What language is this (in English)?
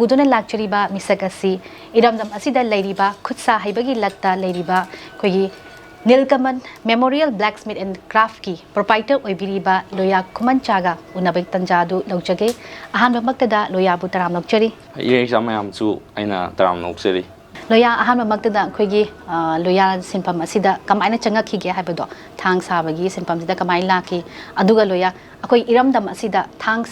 Manipuri